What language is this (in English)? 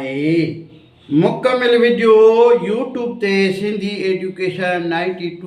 Sindhi